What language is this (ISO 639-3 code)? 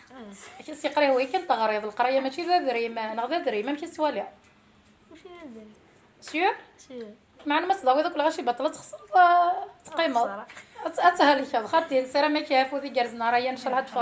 kab